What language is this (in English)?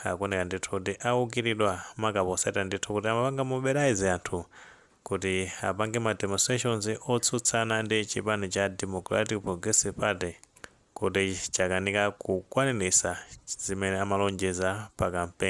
Nyanja